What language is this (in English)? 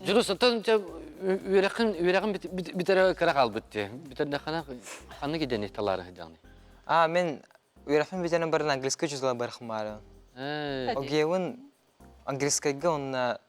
Yakut